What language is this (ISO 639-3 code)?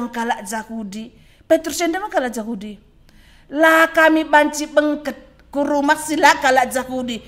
btx